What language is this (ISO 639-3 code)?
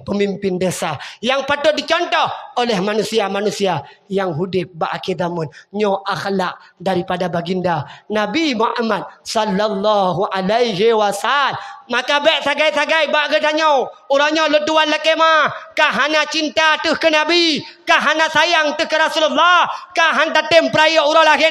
ace